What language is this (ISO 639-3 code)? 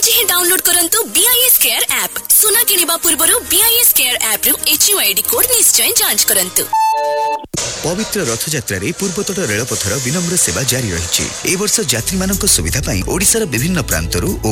ori